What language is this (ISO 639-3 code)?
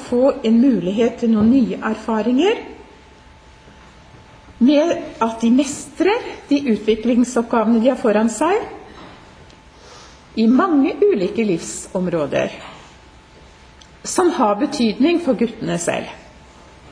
nor